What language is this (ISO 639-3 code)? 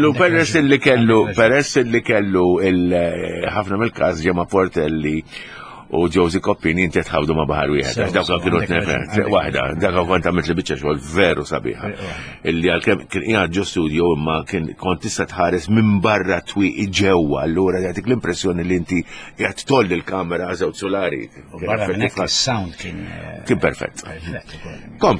mlt